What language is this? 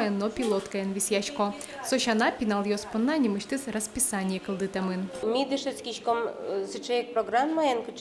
Udmurt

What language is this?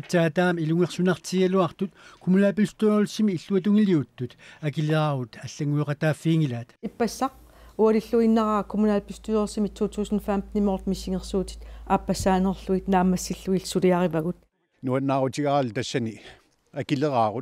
Kalaallisut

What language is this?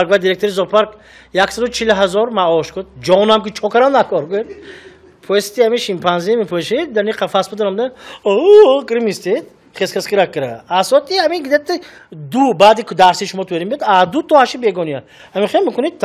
Tajik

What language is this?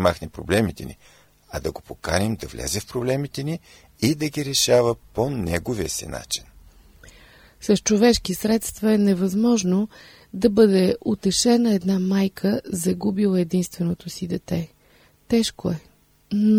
Bulgarian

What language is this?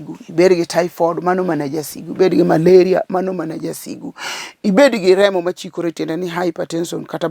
Luo (Kenya and Tanzania)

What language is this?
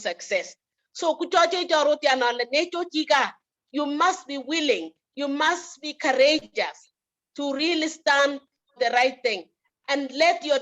Kalenjin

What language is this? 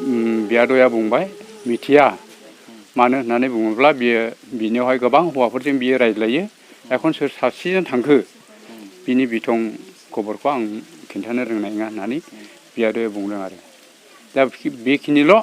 Bodo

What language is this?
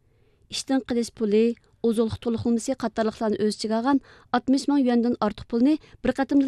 Uyghur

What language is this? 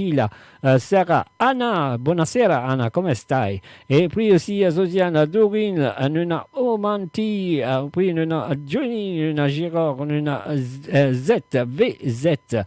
Morisyen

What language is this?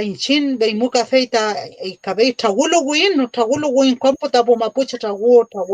Mapuche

